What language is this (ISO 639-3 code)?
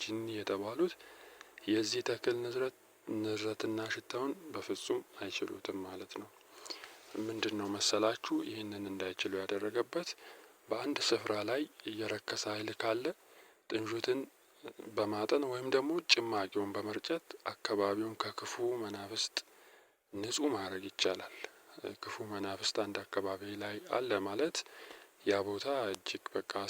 amh